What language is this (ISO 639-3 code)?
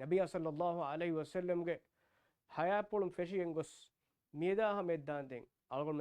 div